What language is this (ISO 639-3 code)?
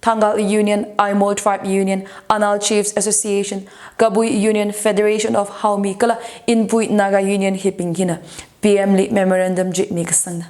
nmf